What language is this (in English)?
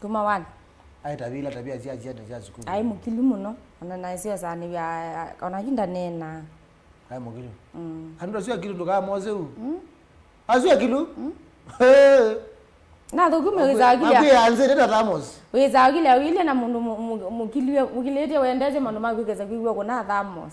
Kamba